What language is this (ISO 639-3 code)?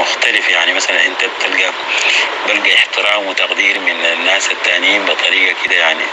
apc